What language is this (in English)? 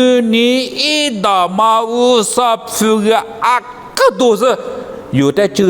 Lisu